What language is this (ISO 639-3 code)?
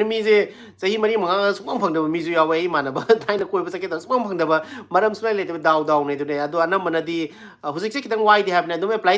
mni